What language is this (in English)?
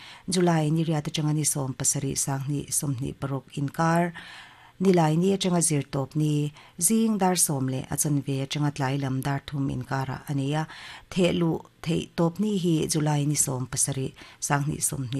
Mizo